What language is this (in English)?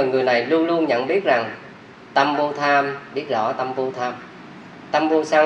Vietnamese